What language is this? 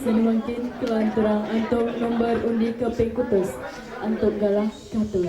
Balinese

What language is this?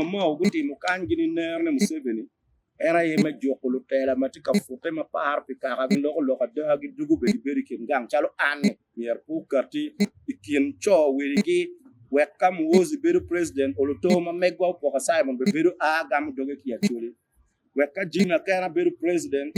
Acoli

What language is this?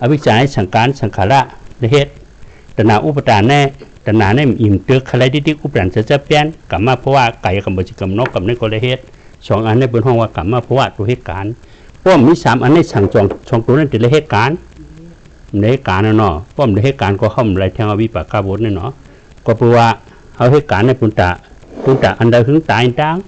Shan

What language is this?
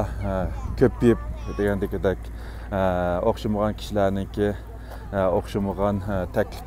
Uyghur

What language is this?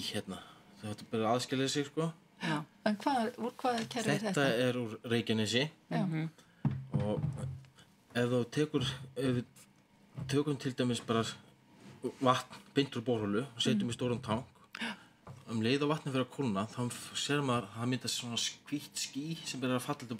Icelandic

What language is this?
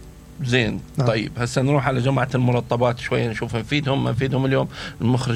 Mesopotamian Arabic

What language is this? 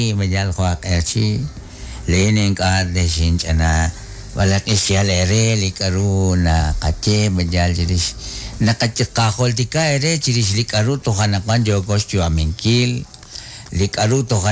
Kekchí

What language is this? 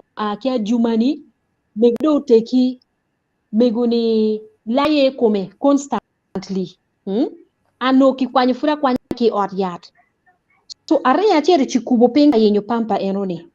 Acoli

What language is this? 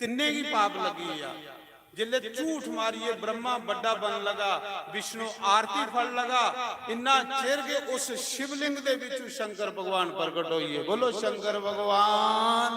Dogri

